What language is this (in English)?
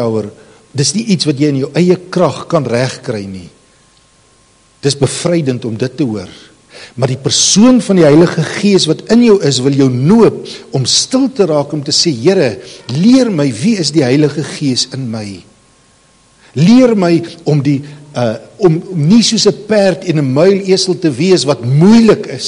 Afrikaans